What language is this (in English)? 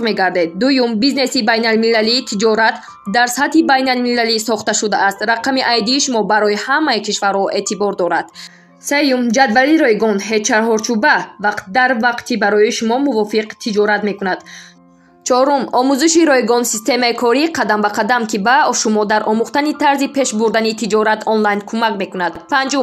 Tajik